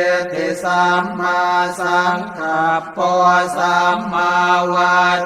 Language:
Pali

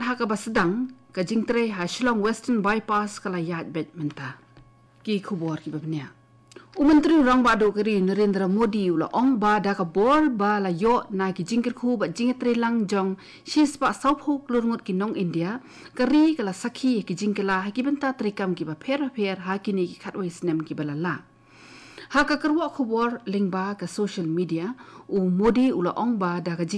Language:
Khasi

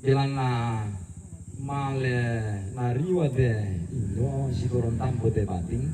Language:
Toraja-Sa'dan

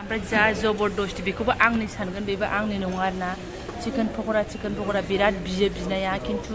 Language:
Bodo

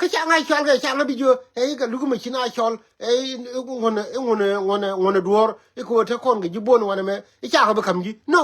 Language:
Nuer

